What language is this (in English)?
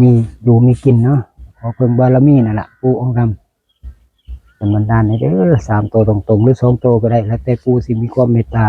Northeastern Thai